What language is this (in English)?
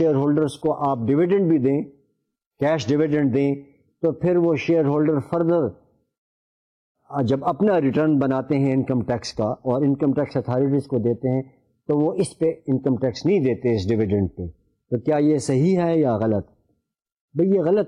Urdu